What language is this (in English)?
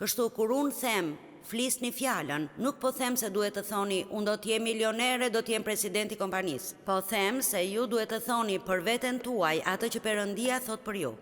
Albanian